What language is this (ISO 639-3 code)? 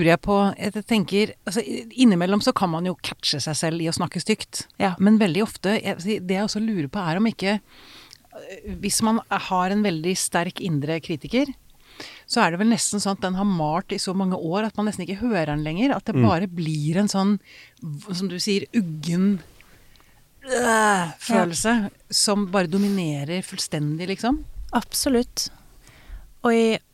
nor